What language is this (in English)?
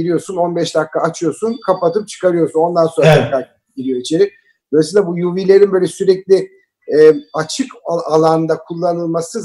Turkish